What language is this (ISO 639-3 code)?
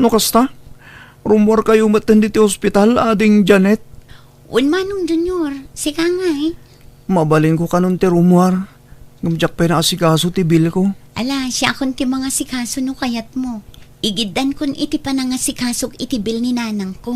ilo